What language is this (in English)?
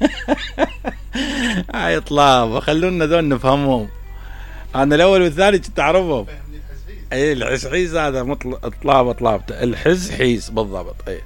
Mesopotamian Arabic